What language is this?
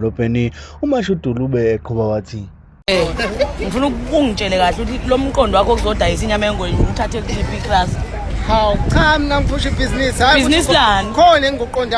Zulu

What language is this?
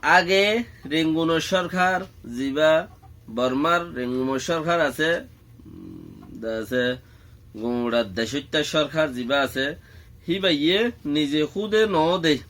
Rohingya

